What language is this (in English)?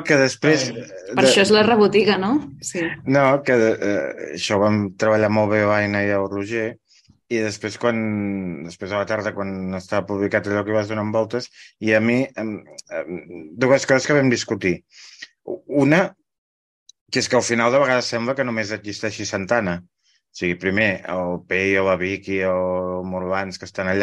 Catalan